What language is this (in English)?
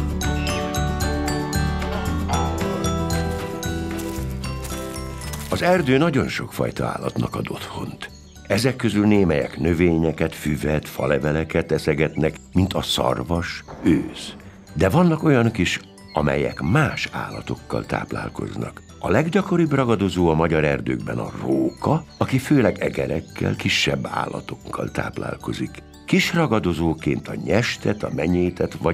Hungarian